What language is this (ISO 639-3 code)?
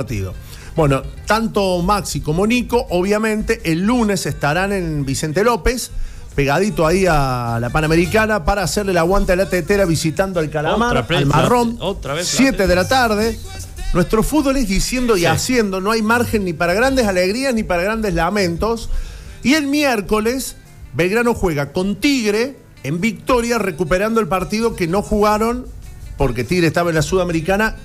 spa